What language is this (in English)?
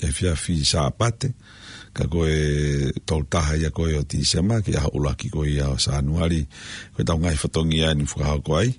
Tongan